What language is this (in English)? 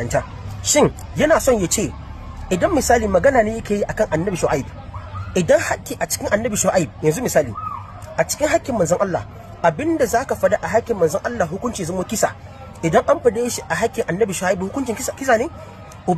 Hausa